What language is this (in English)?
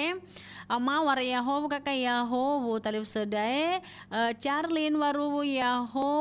Nias